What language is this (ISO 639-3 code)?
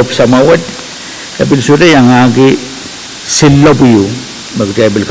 pon